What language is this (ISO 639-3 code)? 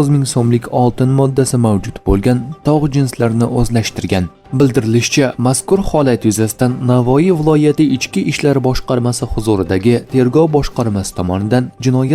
uzb